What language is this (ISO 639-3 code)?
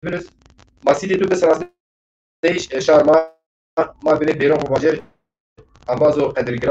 zza